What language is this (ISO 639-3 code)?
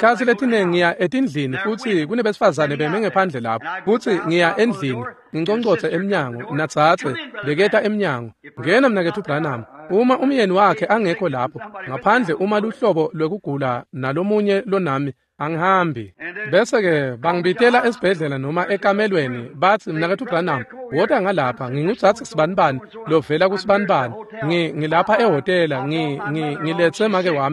ssw